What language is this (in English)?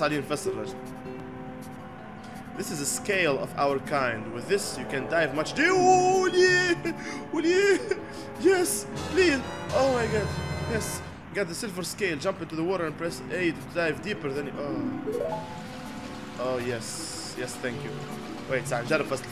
Tunisian Arabic